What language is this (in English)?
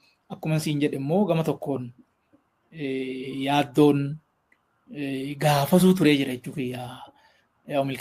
Oromo